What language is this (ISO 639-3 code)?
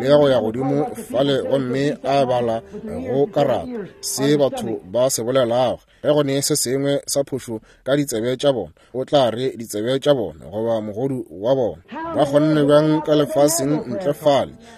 nso